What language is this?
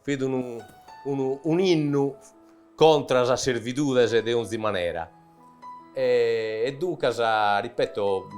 Sardinian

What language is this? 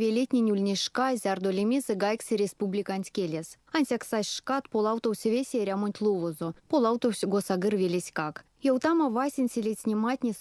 Erzya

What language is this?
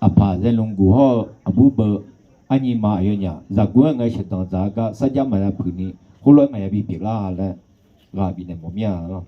Akha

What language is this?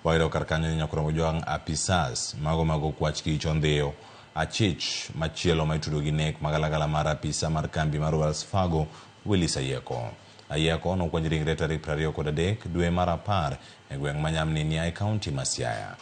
Luo (Kenya and Tanzania)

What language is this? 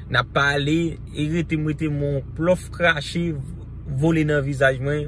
Haitian Creole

